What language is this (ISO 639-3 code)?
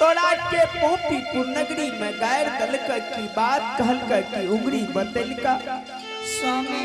anp